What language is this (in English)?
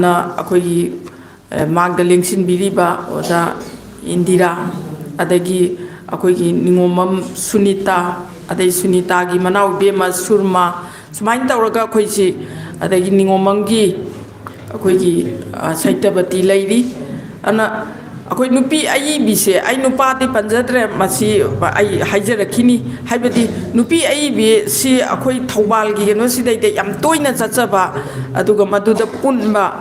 Manipuri